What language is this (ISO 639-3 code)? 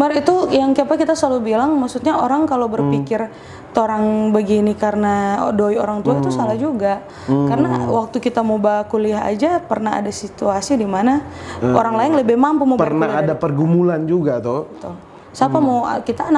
xmm